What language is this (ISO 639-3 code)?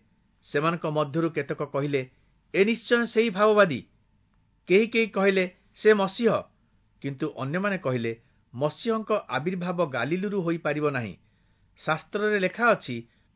ori